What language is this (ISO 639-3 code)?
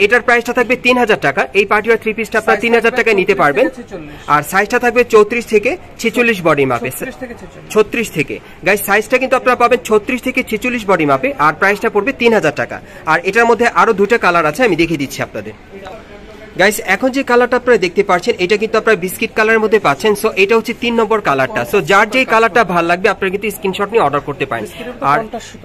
ben